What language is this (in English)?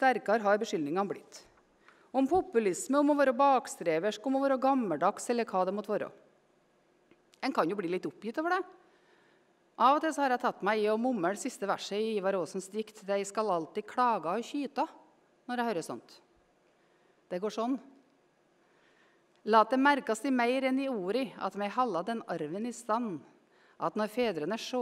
Norwegian